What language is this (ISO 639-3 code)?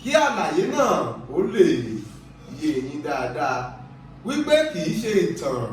yor